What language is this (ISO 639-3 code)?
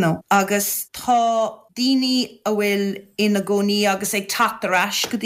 gle